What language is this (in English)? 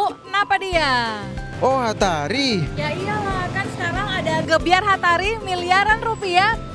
Manado Malay